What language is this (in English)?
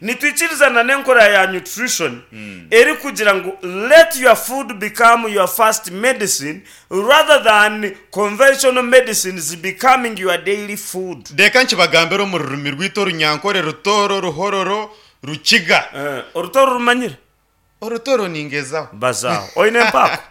Nyankole